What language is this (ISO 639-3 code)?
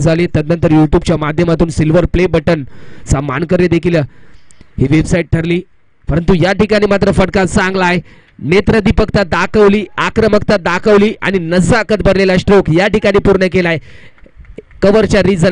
mar